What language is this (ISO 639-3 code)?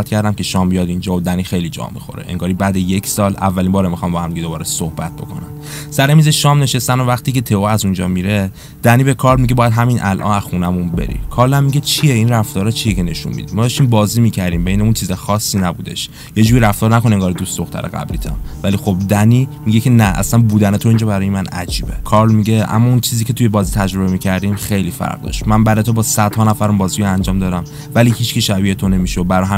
fas